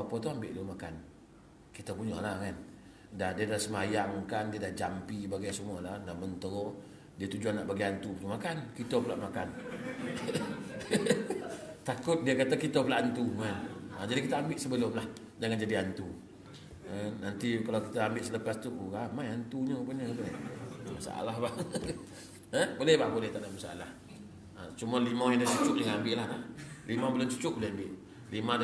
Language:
Malay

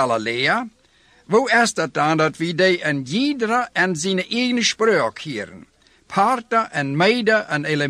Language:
Dutch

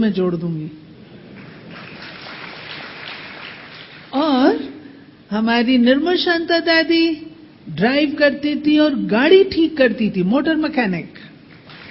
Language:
Hindi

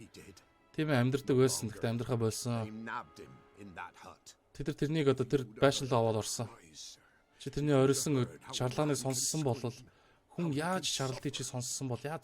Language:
Mongolian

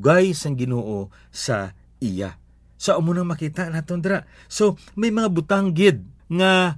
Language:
Hiligaynon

